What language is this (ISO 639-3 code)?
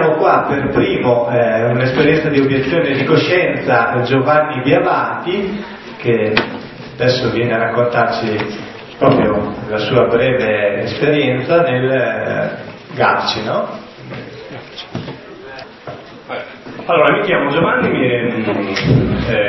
ita